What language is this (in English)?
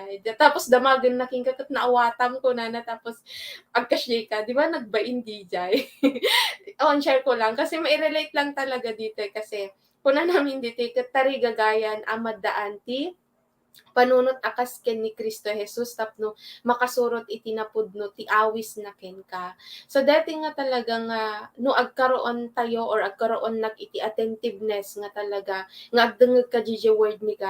Iloko